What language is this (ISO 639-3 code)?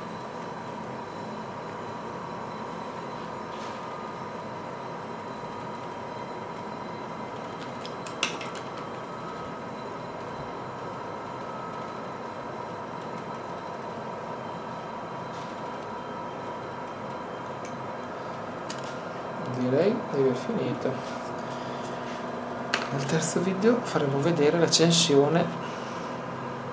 ita